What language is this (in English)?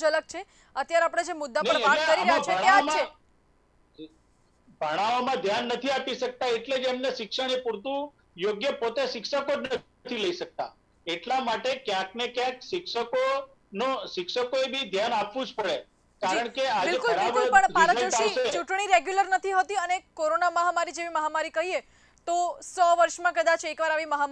Gujarati